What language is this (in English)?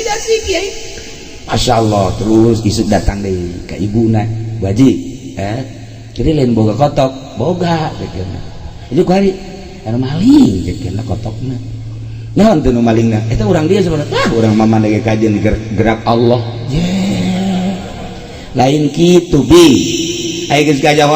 Sundanese